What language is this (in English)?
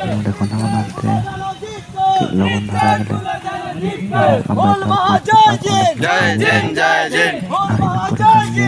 Santali